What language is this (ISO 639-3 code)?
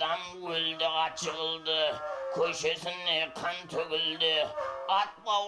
kaa